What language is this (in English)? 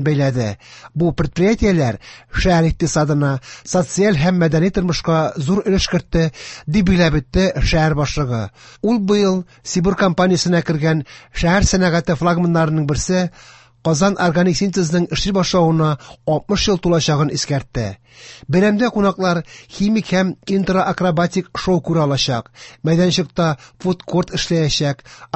Tatar